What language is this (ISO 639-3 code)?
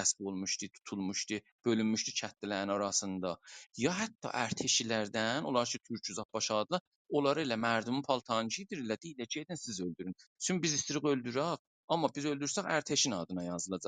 azb